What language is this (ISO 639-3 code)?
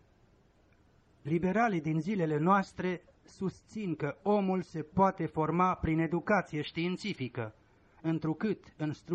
ron